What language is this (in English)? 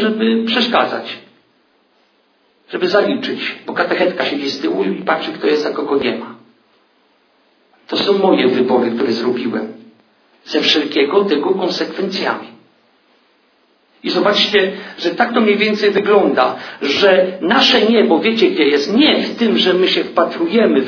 Polish